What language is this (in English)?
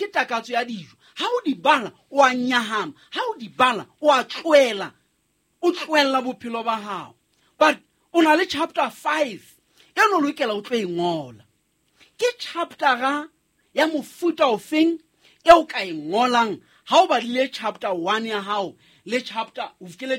Southern Sotho